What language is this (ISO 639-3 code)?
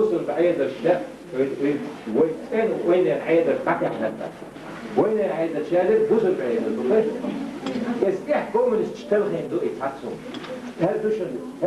che